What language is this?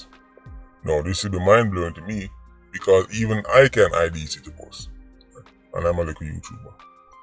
Jamaican Creole English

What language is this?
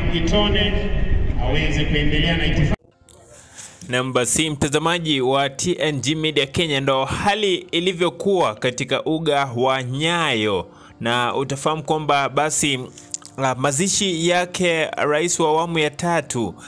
Swahili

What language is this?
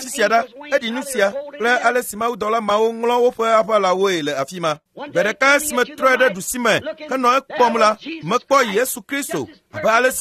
Ewe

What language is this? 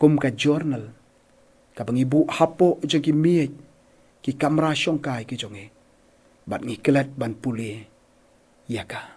Khasi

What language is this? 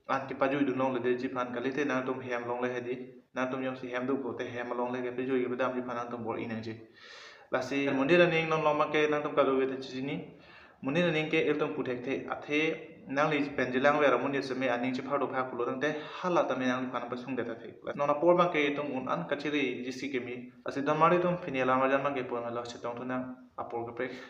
Karbi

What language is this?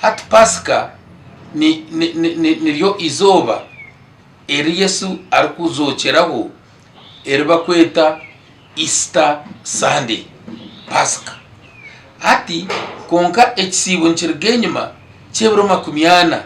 Nyankole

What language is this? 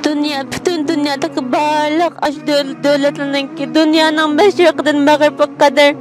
Uyghur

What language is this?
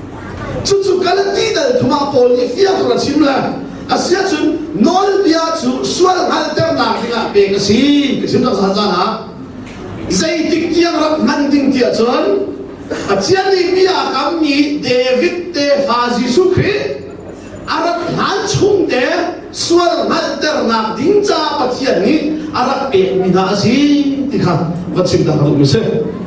Hakha Chin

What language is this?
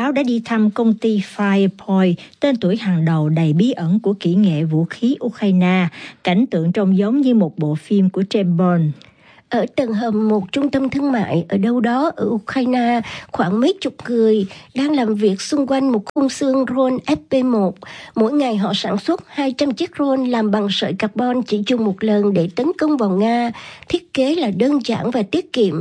Vietnamese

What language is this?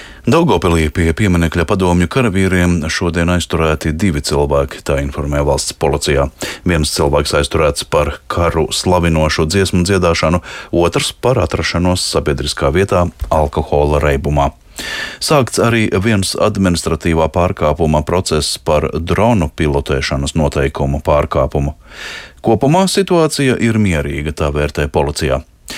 Latvian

